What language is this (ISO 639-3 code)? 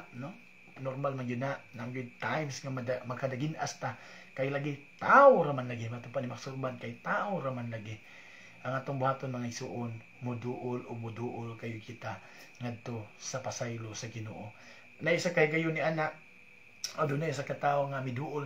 ceb